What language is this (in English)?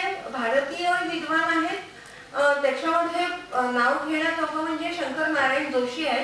Marathi